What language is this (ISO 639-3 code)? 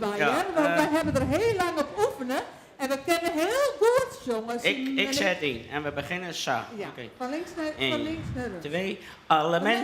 fry